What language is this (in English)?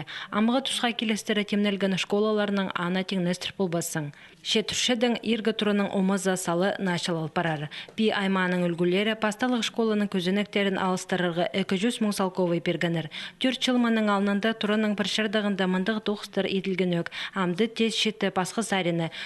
Khakas